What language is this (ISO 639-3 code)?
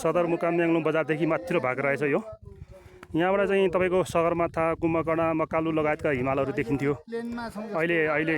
nep